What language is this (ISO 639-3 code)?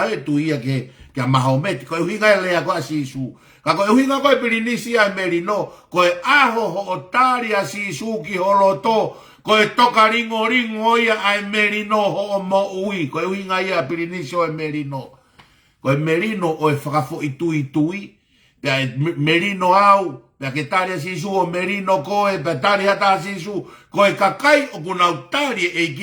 ton